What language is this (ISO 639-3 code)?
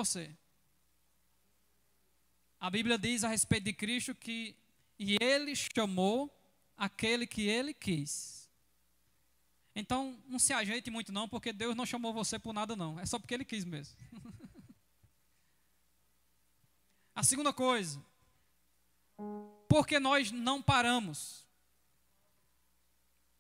por